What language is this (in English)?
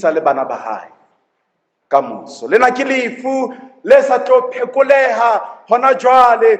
Southern Sotho